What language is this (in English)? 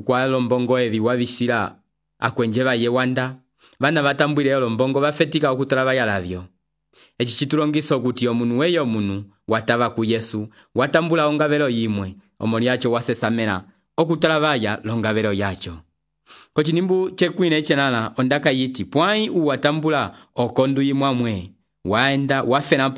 Umbundu